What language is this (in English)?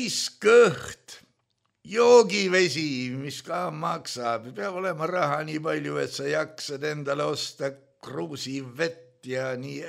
Estonian